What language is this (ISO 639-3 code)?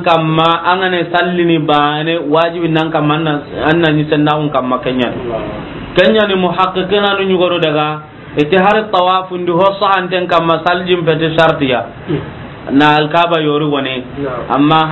snk